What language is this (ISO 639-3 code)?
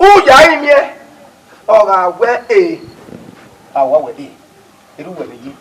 bin